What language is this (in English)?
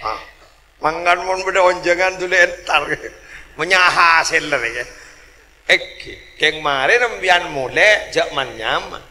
Madurese